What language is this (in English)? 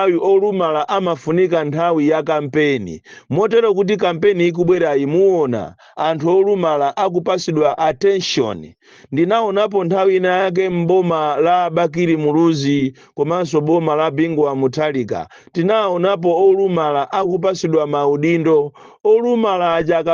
Nyanja